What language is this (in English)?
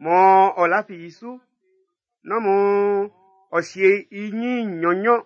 Baoulé